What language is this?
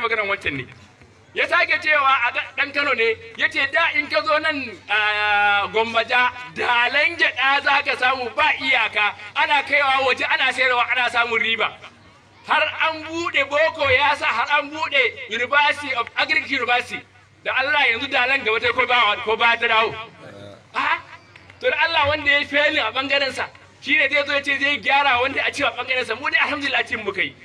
Hausa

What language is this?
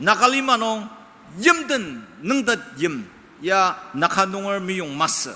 Ao Naga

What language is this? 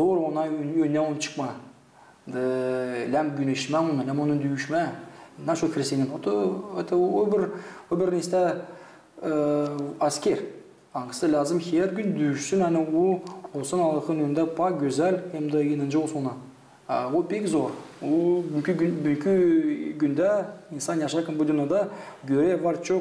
Gagauz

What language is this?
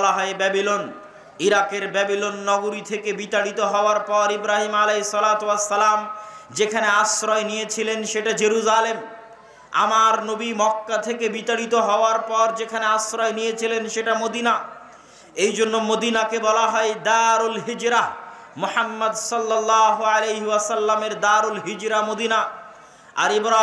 Bangla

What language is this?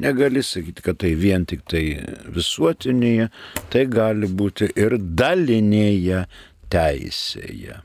Lithuanian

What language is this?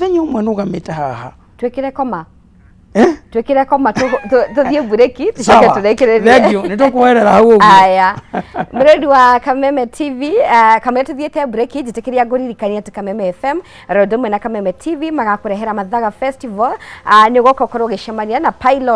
Kikuyu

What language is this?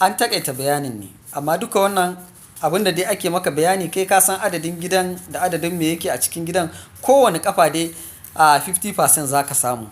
Hausa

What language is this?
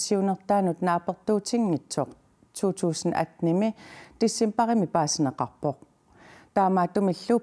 Kalaallisut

